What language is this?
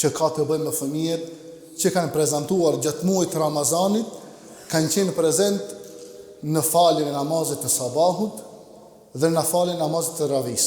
Albanian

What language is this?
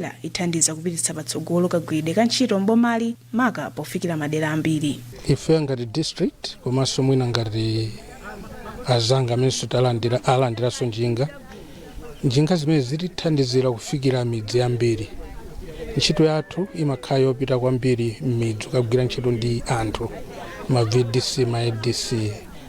Nyanja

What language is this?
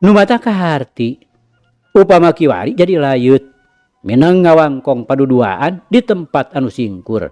Sundanese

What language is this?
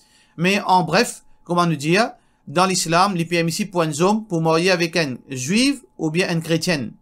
Morisyen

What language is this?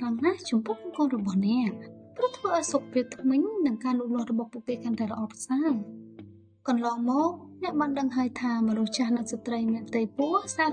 Khmer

